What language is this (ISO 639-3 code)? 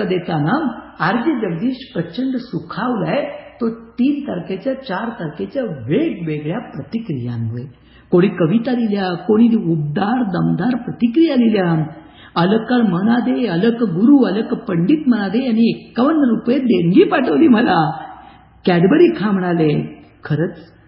mar